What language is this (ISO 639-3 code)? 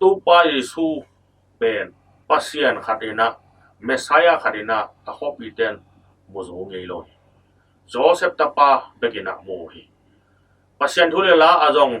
ctd